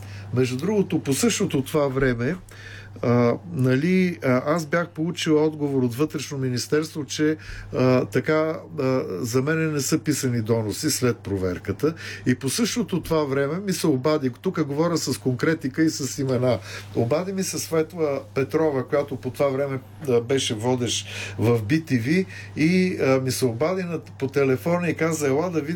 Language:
Bulgarian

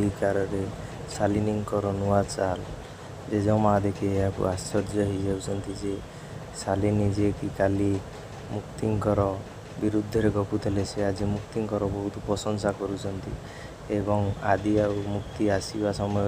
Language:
Odia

